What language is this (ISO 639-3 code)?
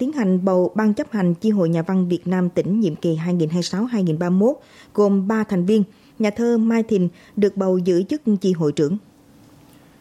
vie